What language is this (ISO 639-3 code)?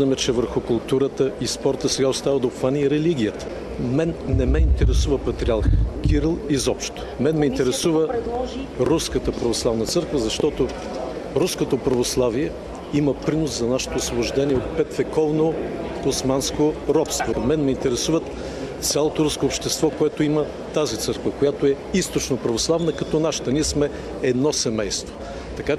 bul